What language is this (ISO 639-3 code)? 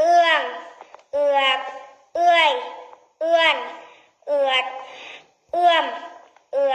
lao